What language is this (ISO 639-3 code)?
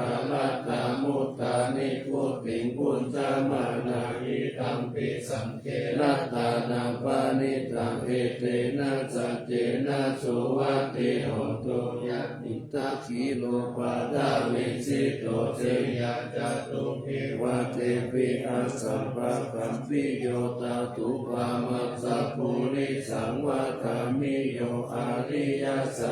pli